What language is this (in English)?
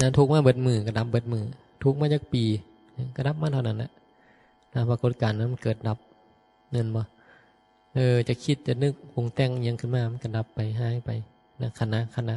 Northeastern Thai